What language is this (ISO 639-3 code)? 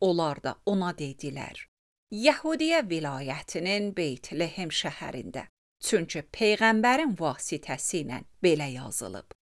aze